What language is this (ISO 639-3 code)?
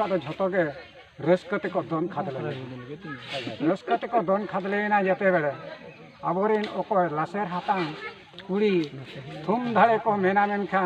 sat